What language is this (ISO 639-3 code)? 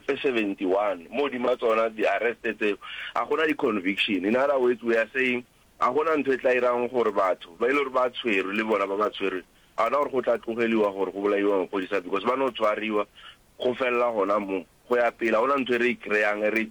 nso